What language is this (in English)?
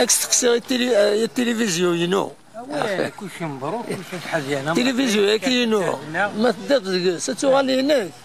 Kabyle